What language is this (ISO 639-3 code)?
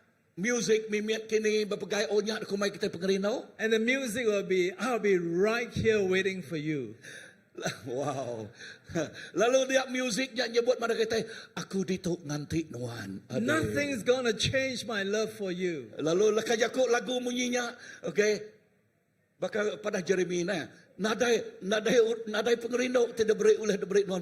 iba